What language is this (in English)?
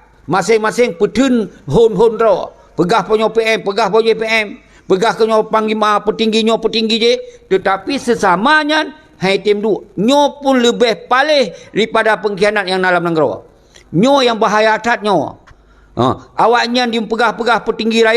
Achinese